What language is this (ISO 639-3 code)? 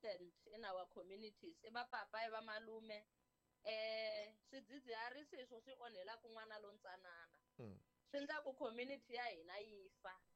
tso